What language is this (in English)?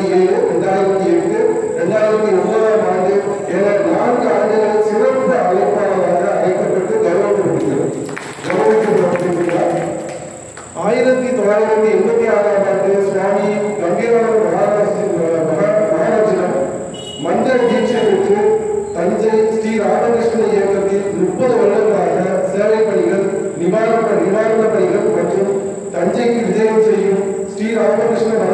Tamil